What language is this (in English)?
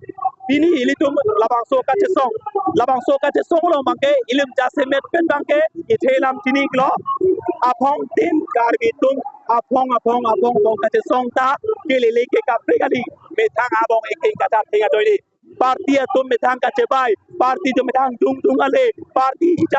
Karbi